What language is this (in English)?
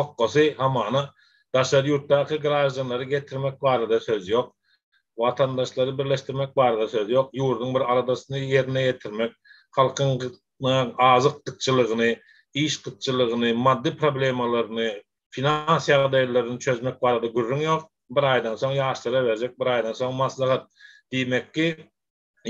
Turkmen